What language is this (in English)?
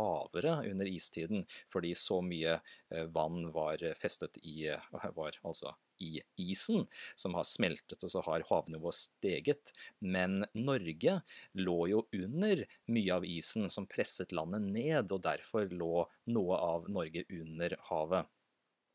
Norwegian